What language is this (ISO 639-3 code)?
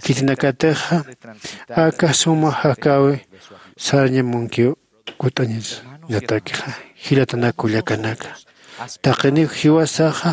aym